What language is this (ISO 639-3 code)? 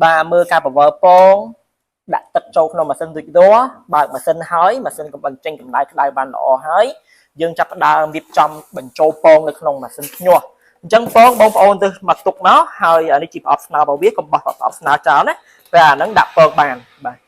khm